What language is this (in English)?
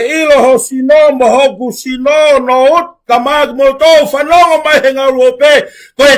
Tongan